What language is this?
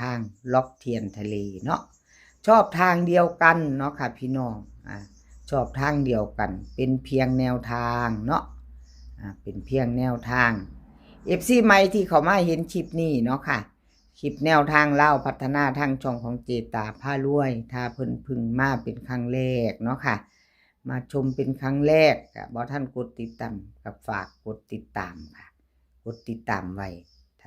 Northeastern Thai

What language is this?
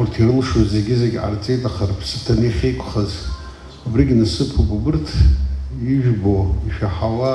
Abkhazian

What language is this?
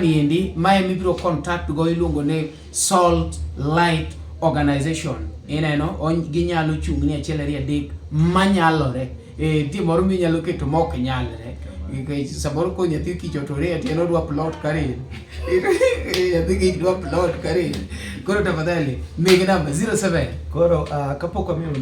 Luo (Kenya and Tanzania)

